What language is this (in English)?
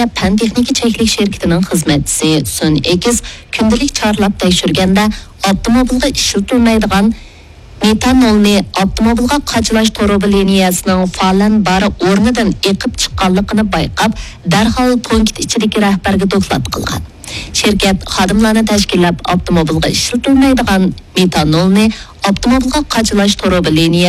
Uyghur